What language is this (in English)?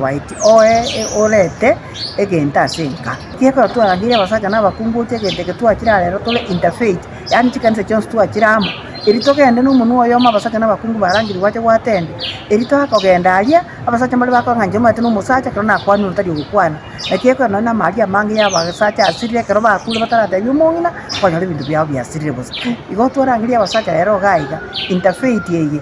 Gusii